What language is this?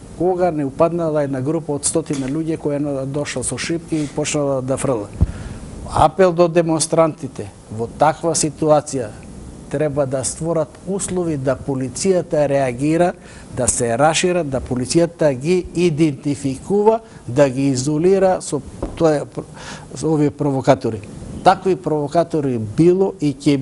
Macedonian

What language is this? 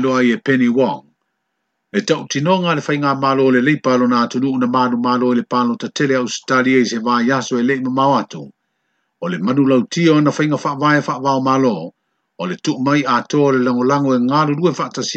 Samoan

